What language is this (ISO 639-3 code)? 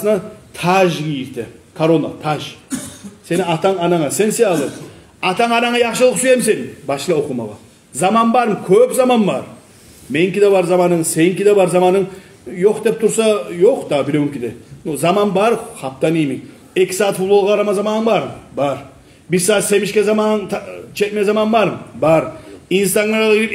kum